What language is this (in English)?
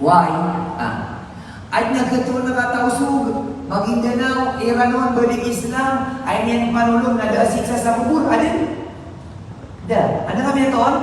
Maranao